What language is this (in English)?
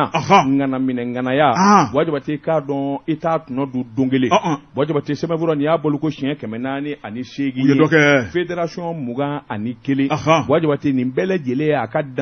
Bambara